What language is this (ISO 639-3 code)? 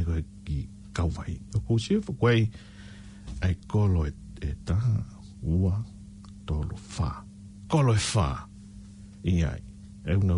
ton